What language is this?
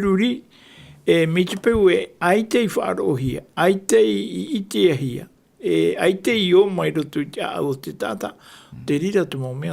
Tahitian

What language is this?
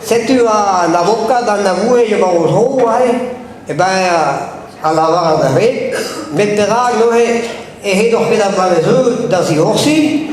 Breton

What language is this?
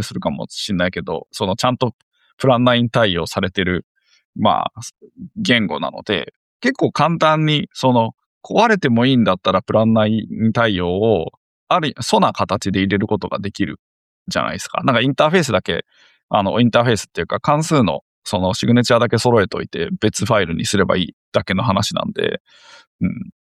Japanese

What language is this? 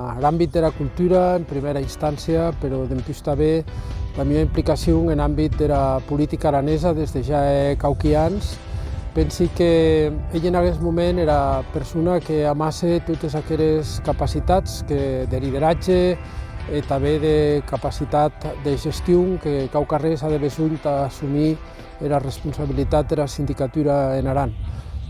Occitan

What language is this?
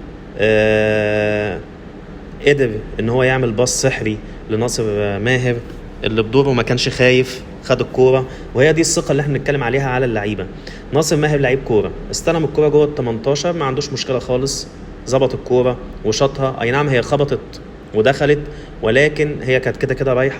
Egyptian Arabic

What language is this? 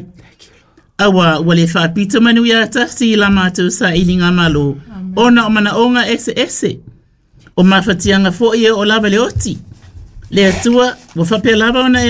Samoan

